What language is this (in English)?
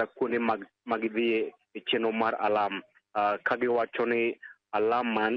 Luo (Kenya and Tanzania)